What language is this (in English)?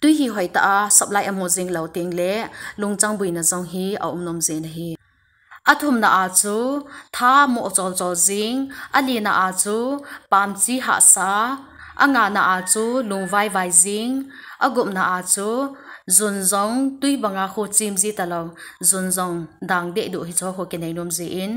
Thado Chin